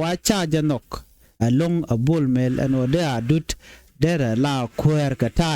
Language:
Nuer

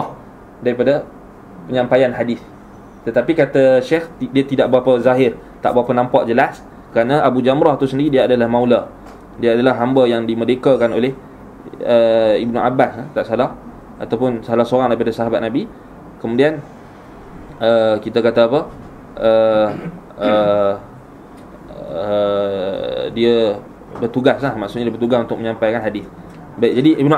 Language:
Malay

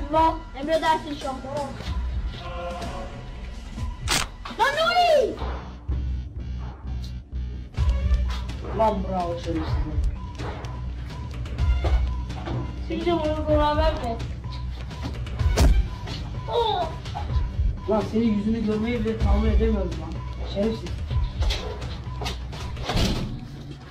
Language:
Turkish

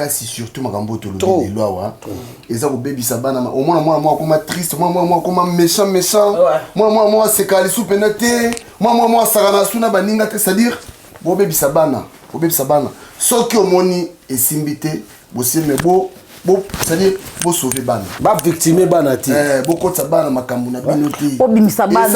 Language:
Lingala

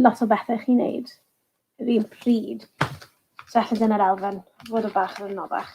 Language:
Welsh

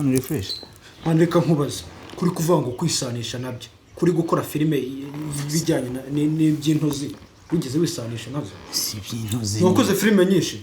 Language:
Kinyarwanda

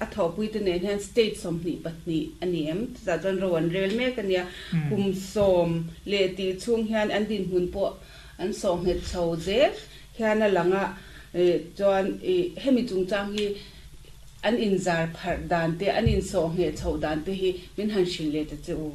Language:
Mizo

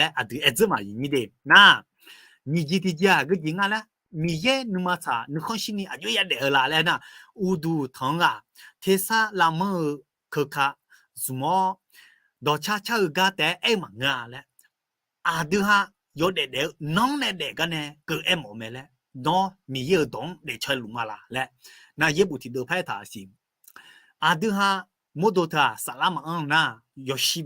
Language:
Akha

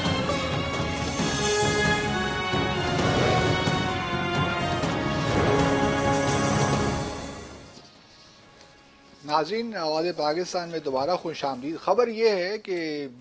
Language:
Urdu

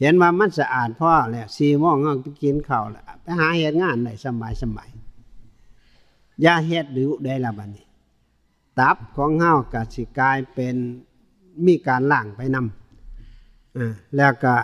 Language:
Northeastern Thai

